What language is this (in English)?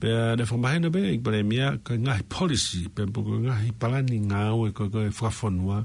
Tongan